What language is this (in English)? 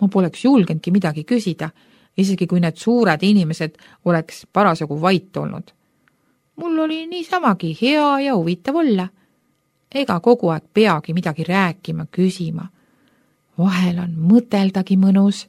Estonian